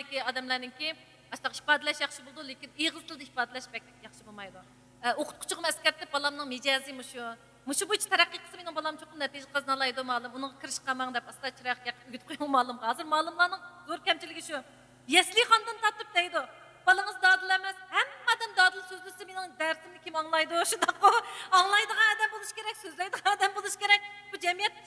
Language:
Uyghur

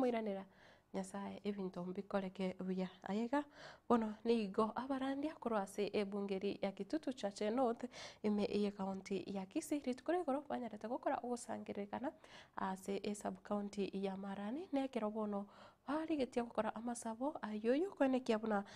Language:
Gusii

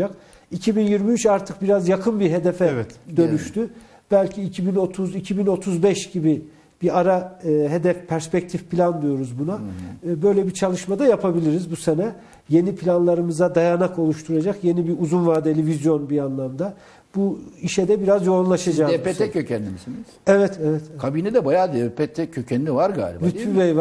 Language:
Turkish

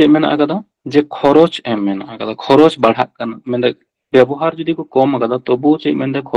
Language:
Santali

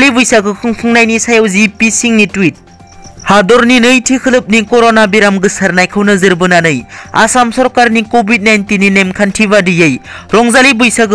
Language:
Bodo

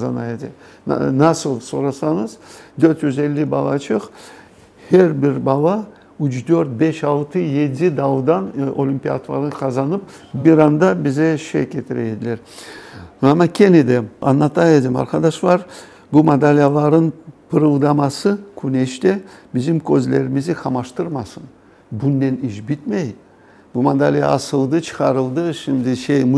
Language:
Crimean Tatar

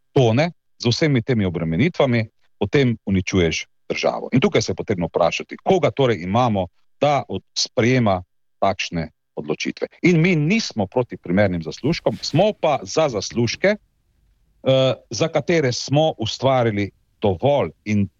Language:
Slovenian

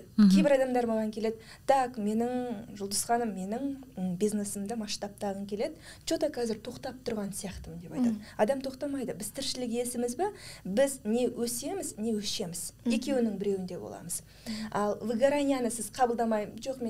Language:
Kazakh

